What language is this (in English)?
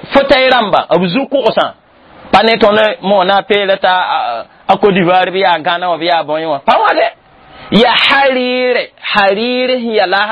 Mossi